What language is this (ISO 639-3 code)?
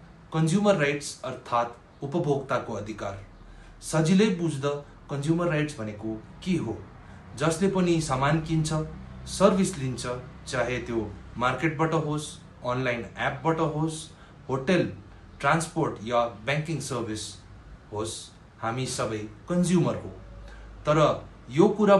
nep